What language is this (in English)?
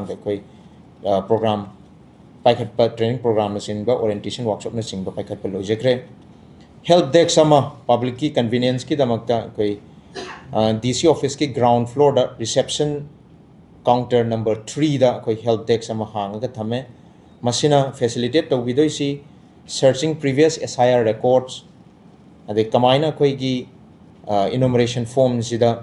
Manipuri